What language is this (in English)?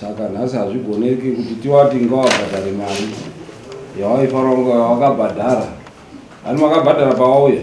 Shona